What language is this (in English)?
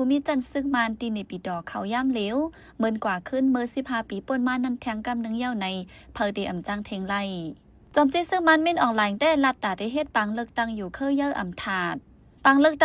Shan